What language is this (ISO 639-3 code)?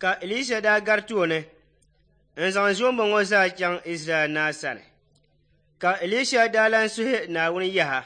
dag